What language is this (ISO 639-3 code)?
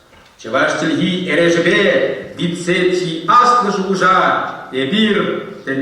chv